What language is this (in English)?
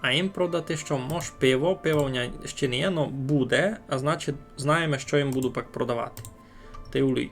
Rusyn